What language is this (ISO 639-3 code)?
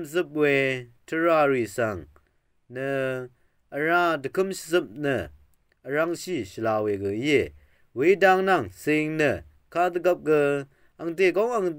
raw